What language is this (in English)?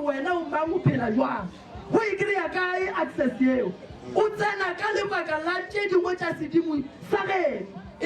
Northern Sotho